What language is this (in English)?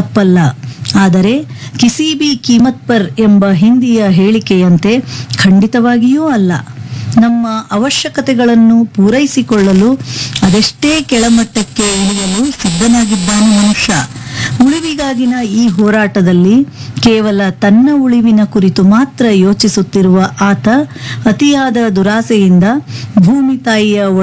Kannada